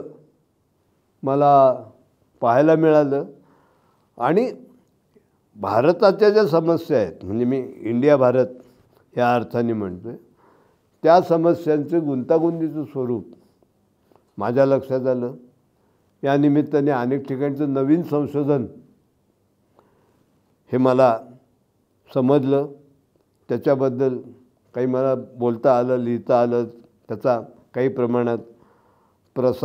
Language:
Marathi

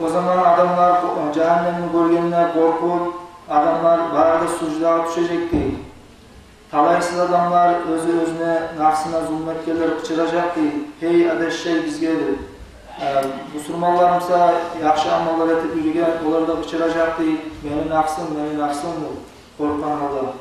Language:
Kumyk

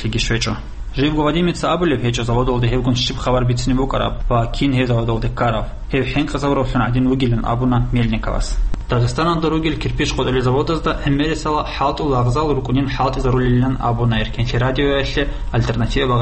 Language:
Avaric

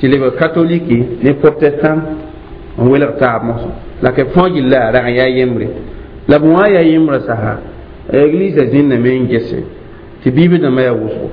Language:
Mossi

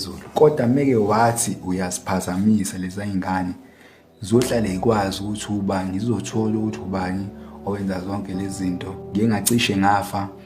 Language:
Zulu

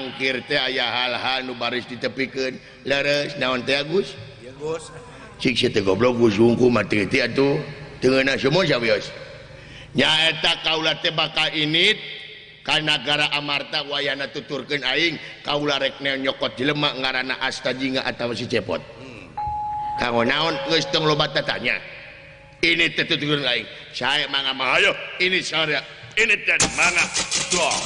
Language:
Sundanese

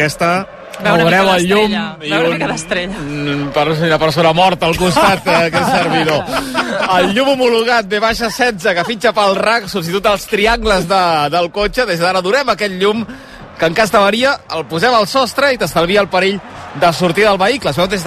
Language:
Catalan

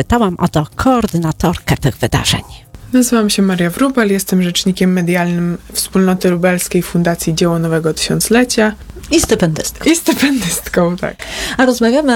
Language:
Polish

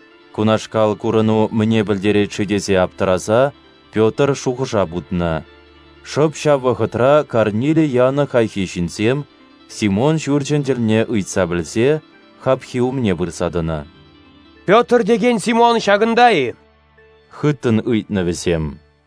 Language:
Chuvash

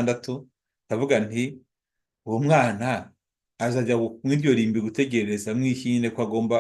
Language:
Kinyarwanda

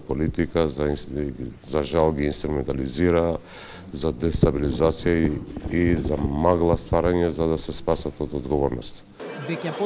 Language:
Macedonian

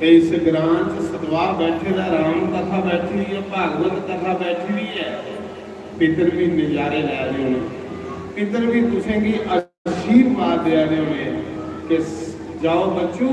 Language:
Dogri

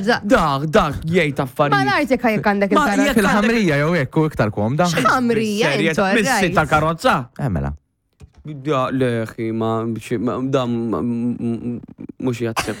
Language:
Maltese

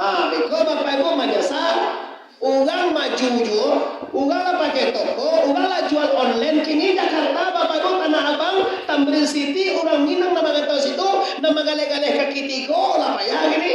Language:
Minangkabau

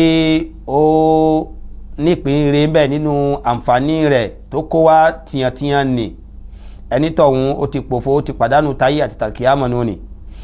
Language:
Yoruba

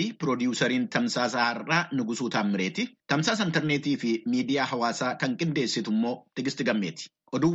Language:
Oromo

